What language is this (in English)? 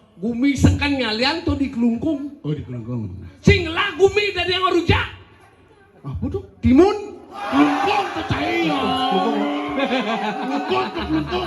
Balinese